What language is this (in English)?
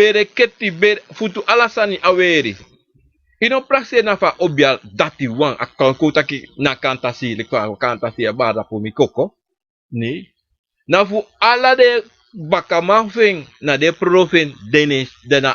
Sranan Tongo